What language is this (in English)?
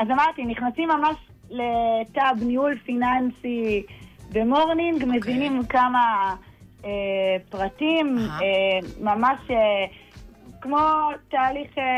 Hebrew